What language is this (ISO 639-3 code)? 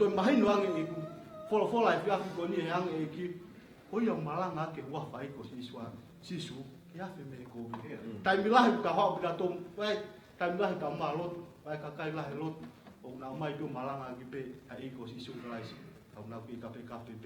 ton